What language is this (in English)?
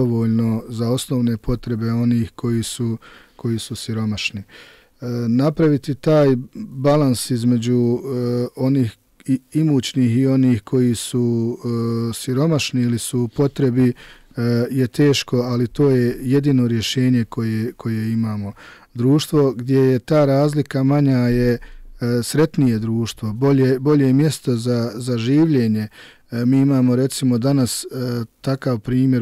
Bosnian